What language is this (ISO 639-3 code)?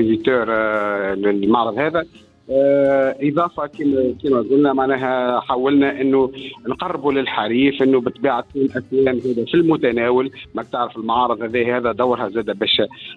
aeb